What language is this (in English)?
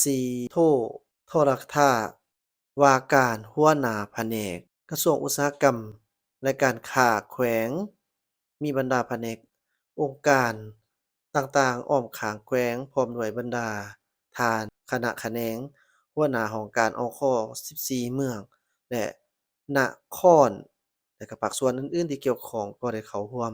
Lao